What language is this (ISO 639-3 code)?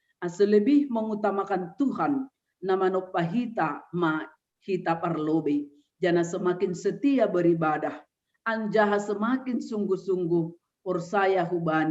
bts